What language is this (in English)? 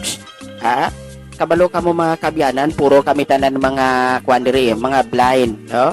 Hiligaynon